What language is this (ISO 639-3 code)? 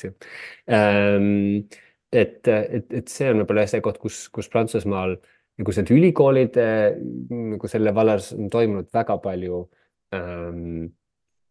est